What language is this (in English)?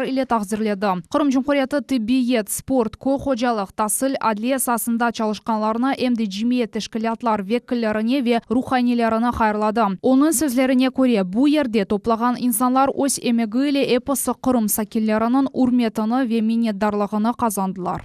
Crimean Tatar